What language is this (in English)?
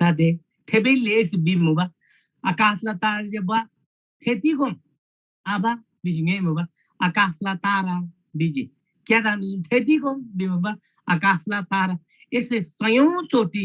Eastern Tamang